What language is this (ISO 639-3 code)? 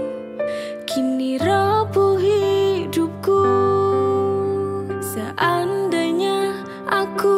ind